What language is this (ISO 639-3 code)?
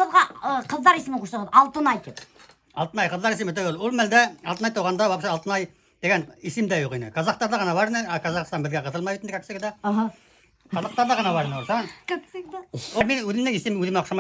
bak